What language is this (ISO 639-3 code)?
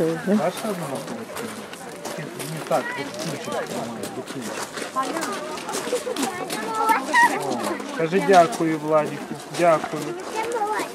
ukr